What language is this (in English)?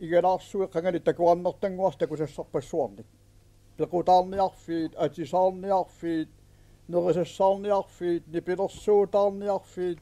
Kalaallisut